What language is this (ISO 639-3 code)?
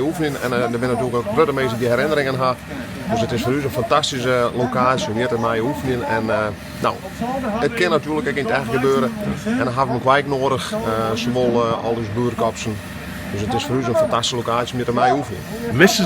fry